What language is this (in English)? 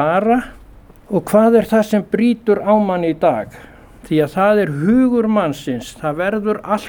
Icelandic